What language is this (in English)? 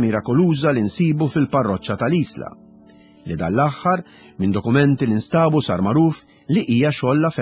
Maltese